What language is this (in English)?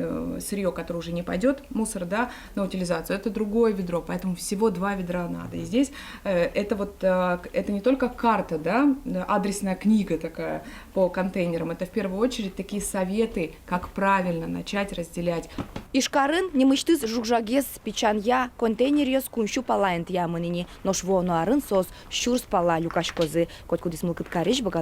Udmurt